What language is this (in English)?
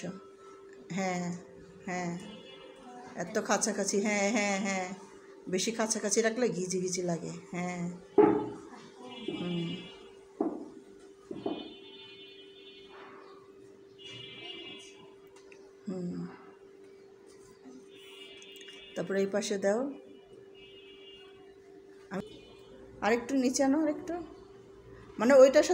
Bangla